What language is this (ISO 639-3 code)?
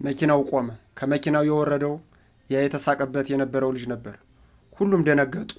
amh